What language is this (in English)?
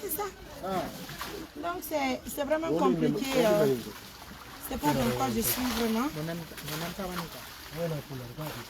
Pular